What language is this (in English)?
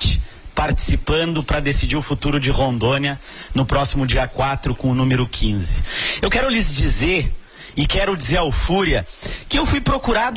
Portuguese